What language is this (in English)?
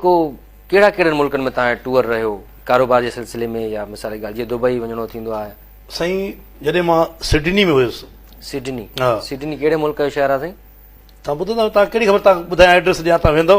Sindhi